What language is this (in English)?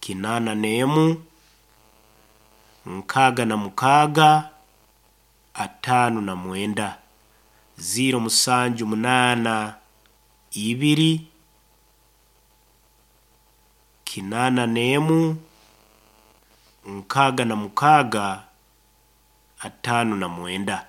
Nyoro